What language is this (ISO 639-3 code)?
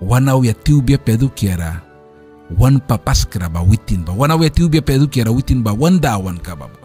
miq